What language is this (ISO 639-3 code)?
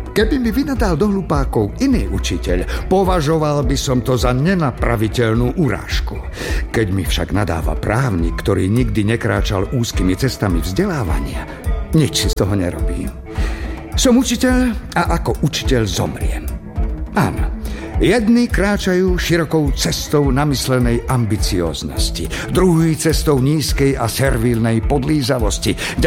slk